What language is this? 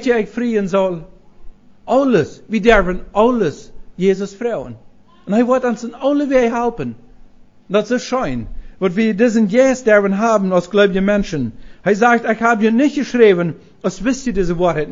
Plautdietsch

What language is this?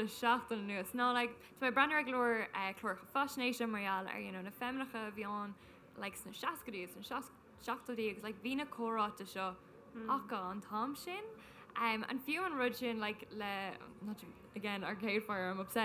Irish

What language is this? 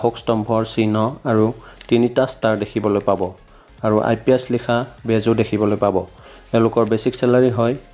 Assamese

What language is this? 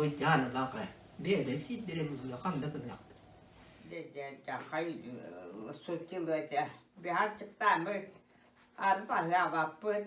Yakut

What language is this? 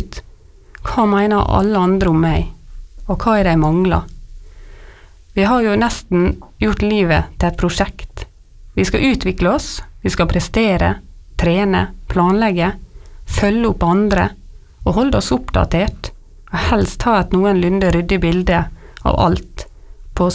Norwegian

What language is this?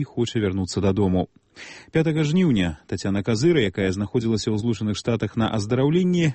Belarusian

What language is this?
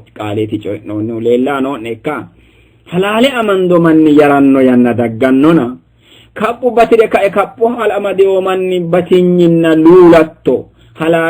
Sidamo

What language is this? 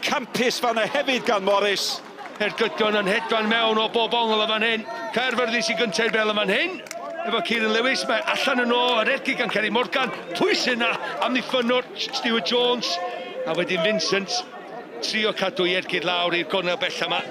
Welsh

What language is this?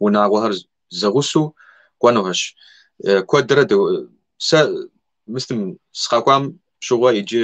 Kabardian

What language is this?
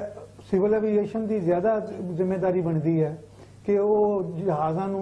Punjabi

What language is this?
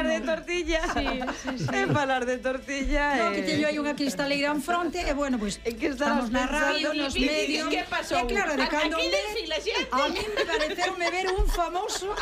Galician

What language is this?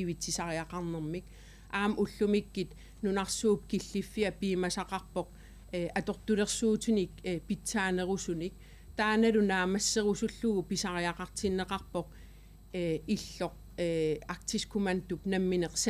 Kalaallisut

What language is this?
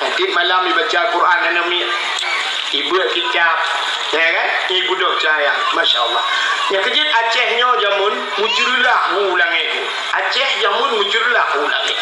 Achinese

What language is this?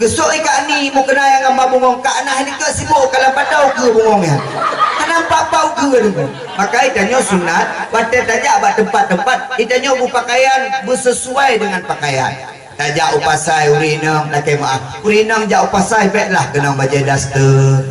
Achinese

